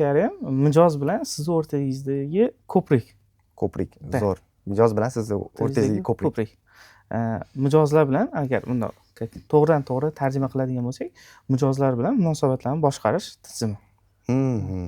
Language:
Uzbek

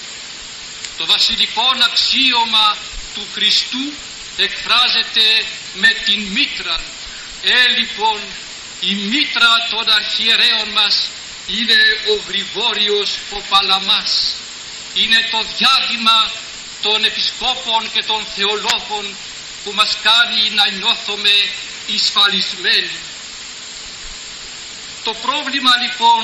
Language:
Greek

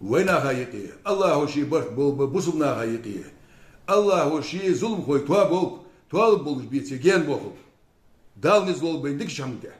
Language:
Ingush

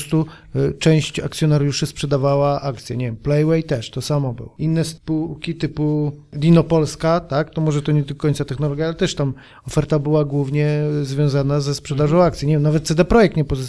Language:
Polish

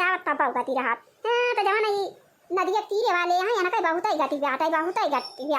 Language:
Awadhi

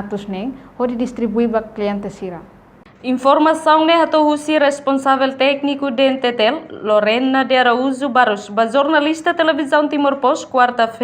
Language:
Tetum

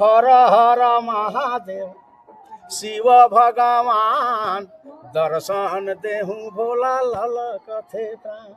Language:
Sadri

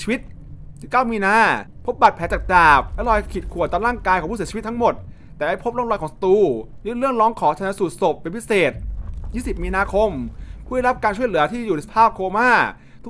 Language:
Thai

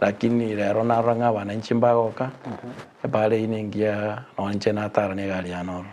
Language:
Gusii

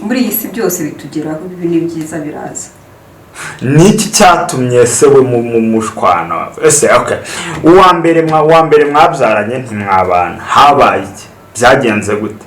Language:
Kinyarwanda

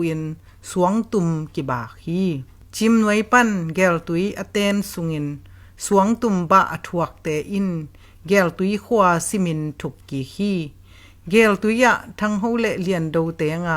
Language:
Tedim Chin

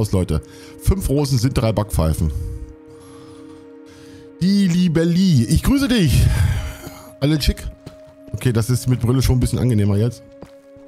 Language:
German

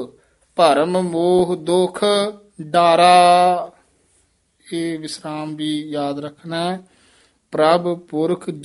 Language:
Punjabi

